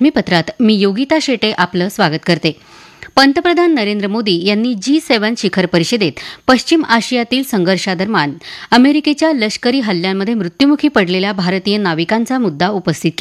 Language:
Marathi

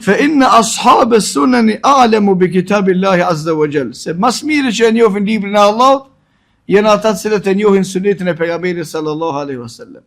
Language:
Albanian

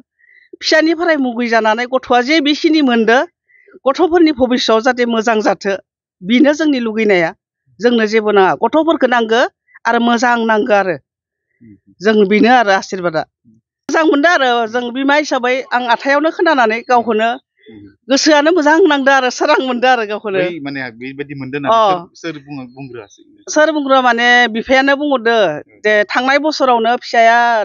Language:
Bodo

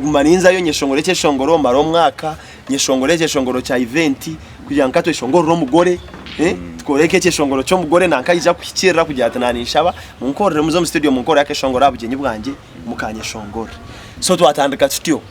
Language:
Nyankole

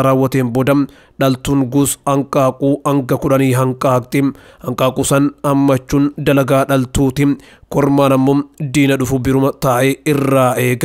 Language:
Oromo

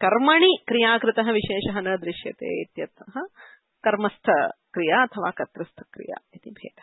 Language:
Sanskrit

